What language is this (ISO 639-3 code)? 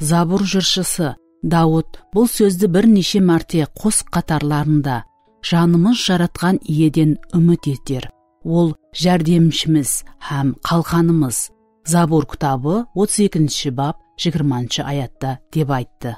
kaa